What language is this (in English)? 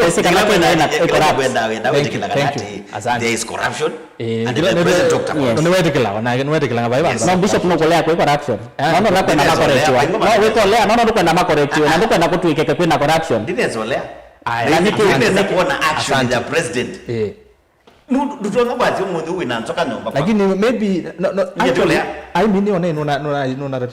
Kamba